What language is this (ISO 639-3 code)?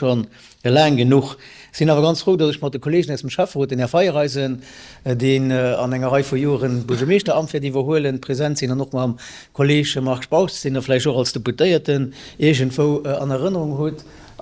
ltz